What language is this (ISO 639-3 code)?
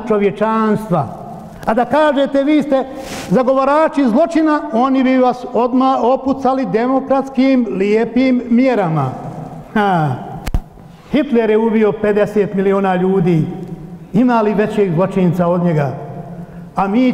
bos